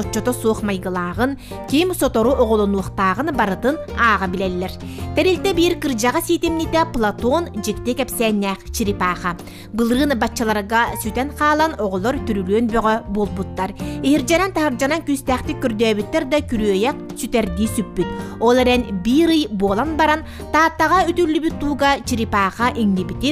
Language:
Yakut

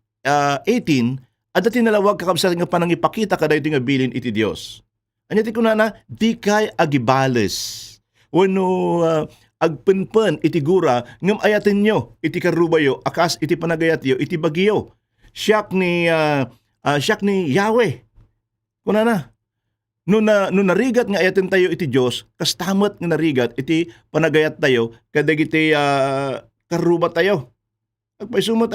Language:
Iloko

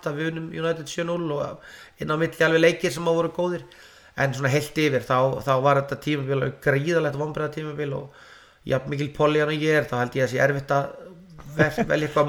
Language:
Icelandic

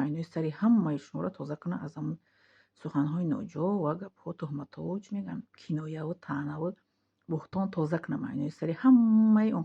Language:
Tajik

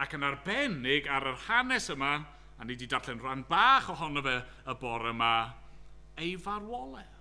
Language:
Welsh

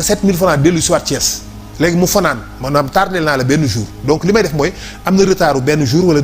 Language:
Wolof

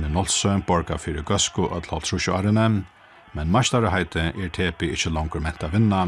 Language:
Faroese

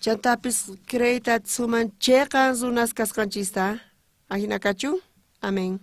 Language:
South Bolivian Quechua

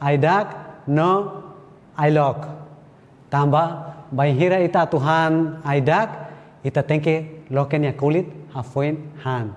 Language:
Tetum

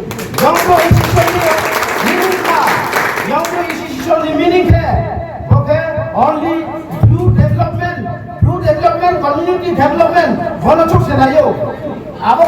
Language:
Riang (India)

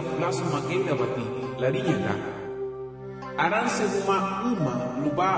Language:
Garifuna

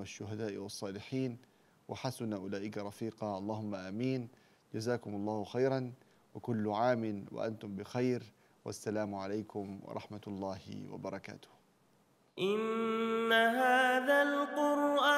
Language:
Arabic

